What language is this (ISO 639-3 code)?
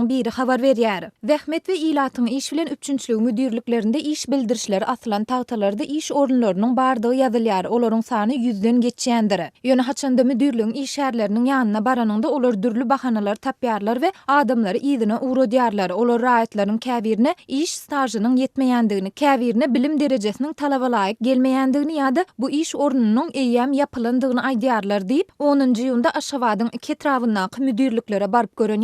tuk